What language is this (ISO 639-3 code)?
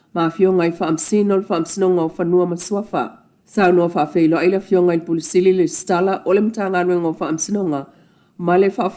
smo